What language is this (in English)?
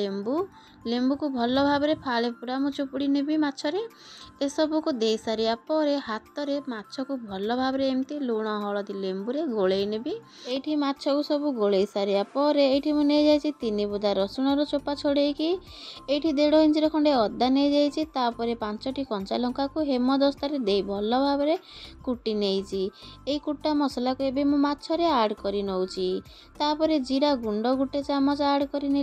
Odia